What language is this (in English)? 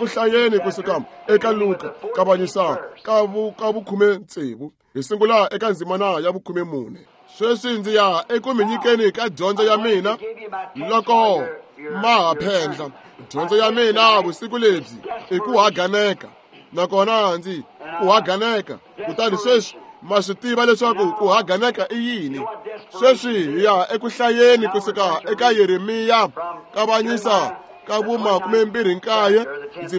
Tsonga